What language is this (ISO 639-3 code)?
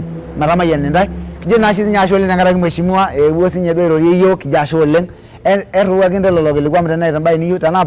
mas